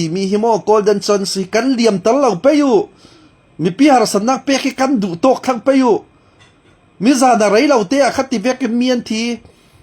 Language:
Falam Chin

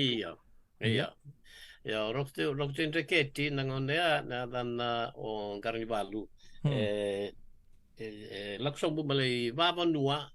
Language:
Fijian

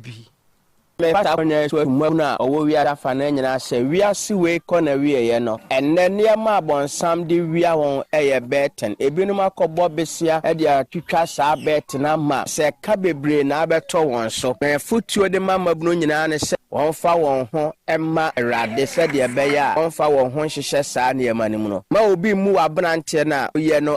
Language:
Akan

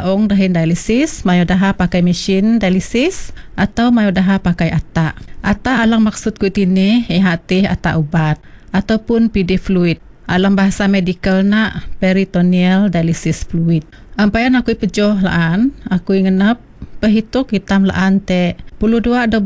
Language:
Iban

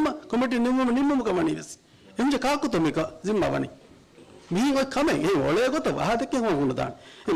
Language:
Divehi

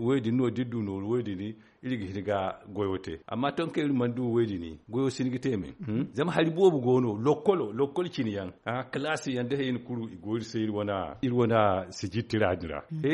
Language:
Zarma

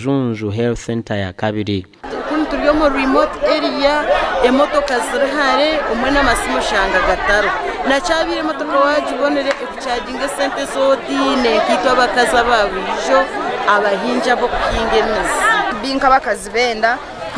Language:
Nyankole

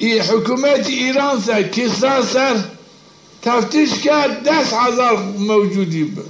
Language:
Zaza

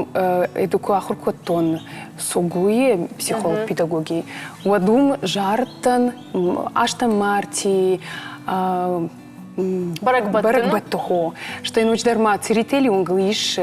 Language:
Ossetic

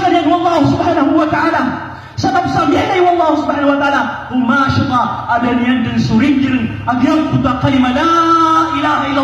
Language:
Maranao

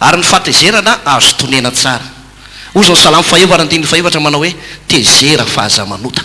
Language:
Malagasy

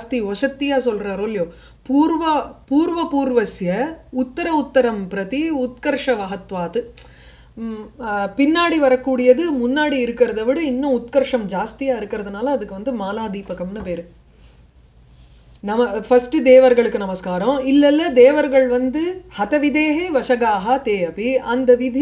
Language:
Tamil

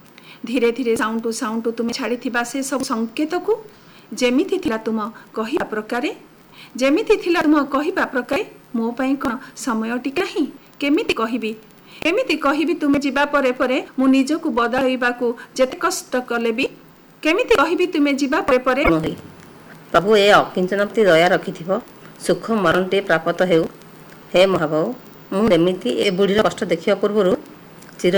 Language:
Odia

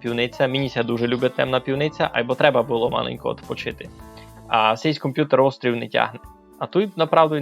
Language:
Rusyn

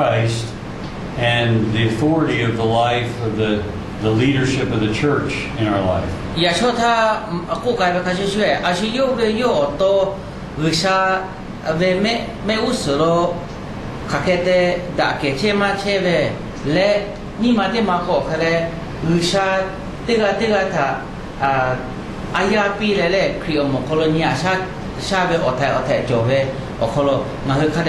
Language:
Lahu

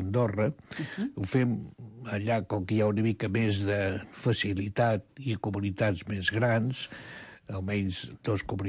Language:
Catalan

